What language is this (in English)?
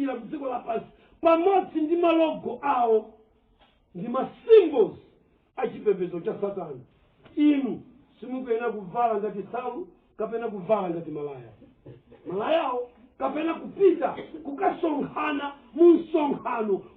Nyanja